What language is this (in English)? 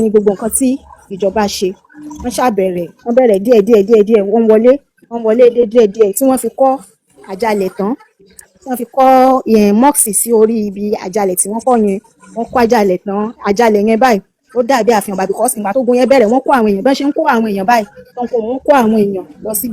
Yoruba